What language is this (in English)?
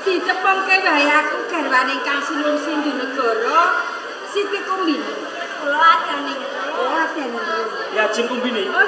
Javanese